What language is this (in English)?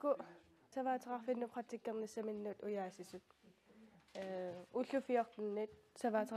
Kalaallisut